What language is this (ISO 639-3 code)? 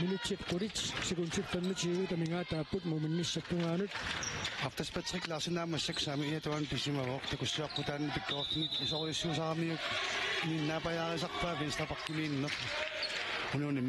kal